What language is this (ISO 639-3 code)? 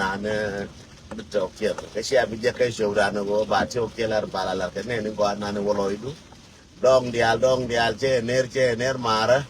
nus